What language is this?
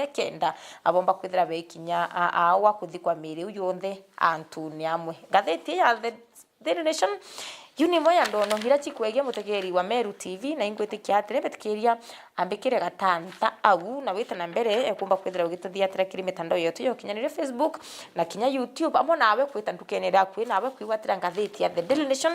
Meru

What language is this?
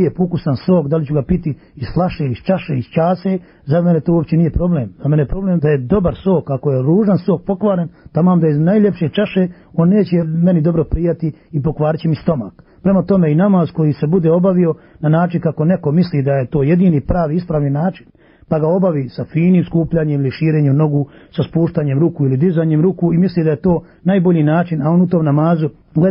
Bosnian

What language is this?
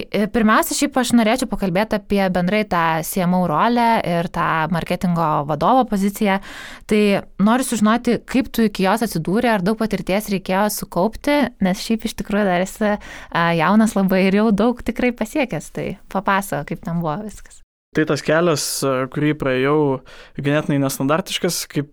Lithuanian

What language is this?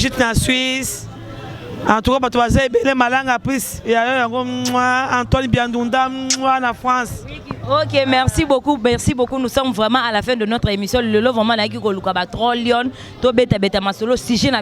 Lingala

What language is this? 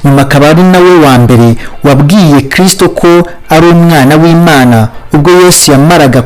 Kinyarwanda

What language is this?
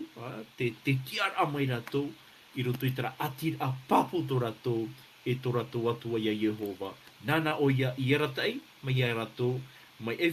Tahitian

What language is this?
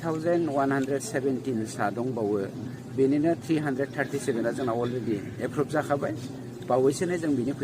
Bodo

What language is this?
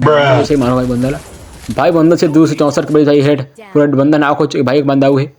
Chhattisgarhi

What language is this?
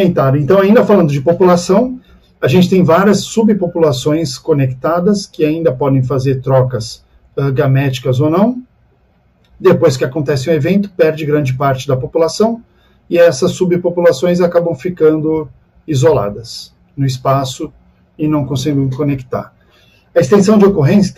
Portuguese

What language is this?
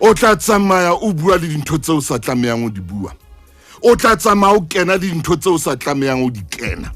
Southern Sotho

